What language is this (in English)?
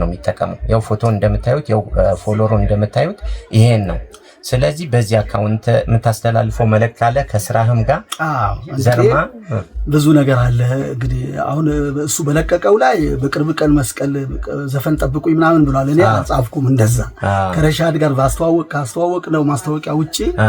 Amharic